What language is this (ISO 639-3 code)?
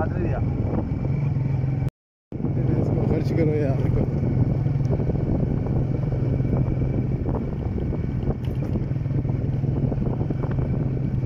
hin